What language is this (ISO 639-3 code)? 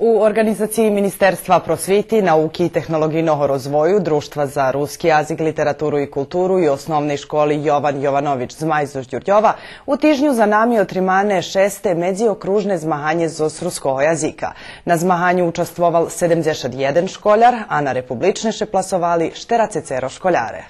rue